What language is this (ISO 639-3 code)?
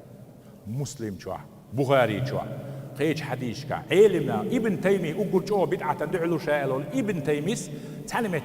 che